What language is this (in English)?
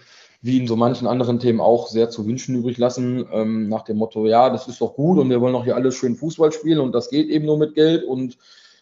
German